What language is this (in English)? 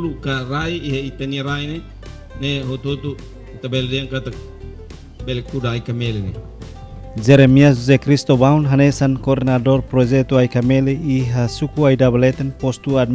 Tetum